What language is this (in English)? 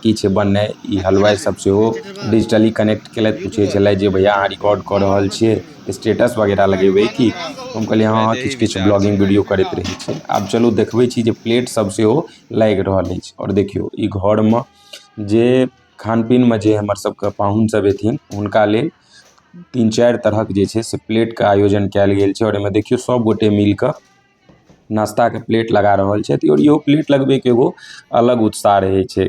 Maithili